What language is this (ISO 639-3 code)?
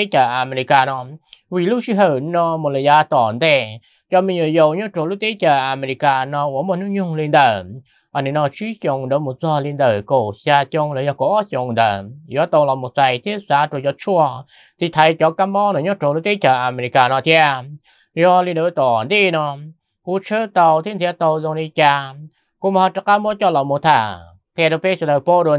vie